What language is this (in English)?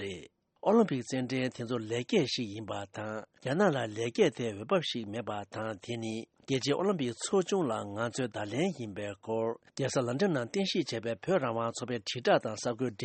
Tibetan